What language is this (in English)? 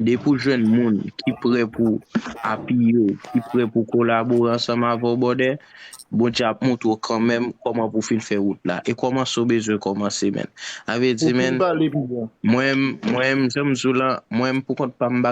Haitian Creole